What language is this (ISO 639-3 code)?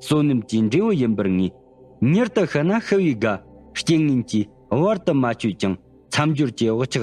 bod